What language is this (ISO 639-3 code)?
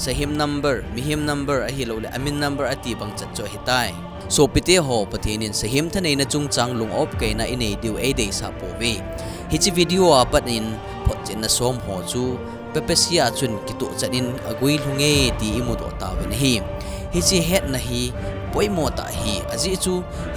tcz